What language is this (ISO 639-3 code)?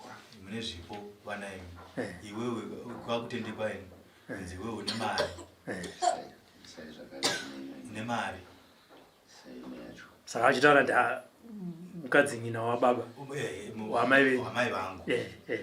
sna